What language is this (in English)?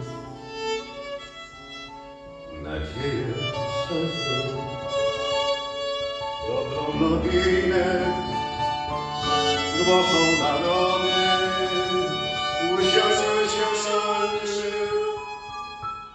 Polish